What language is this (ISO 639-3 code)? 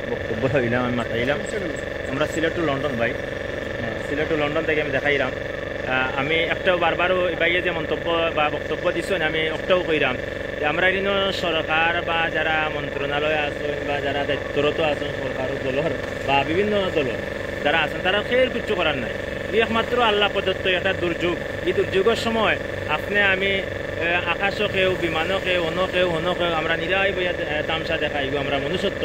syl